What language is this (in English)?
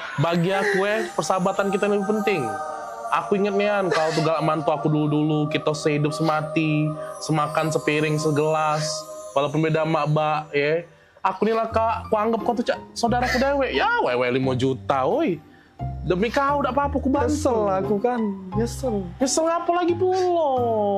Musi